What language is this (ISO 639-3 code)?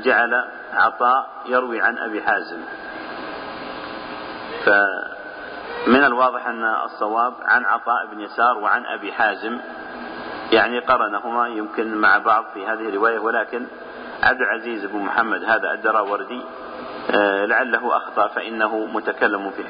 ara